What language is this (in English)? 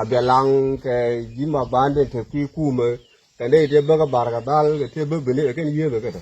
Nuer